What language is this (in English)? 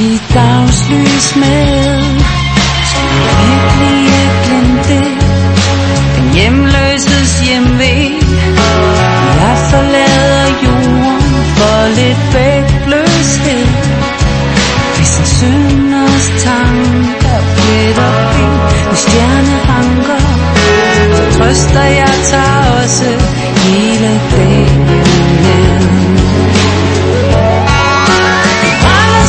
Danish